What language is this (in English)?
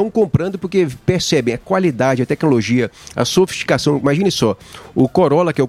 Portuguese